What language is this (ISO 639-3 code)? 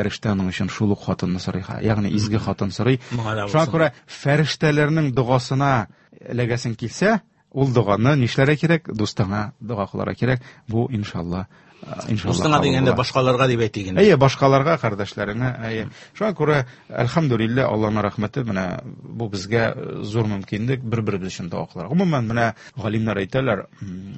tat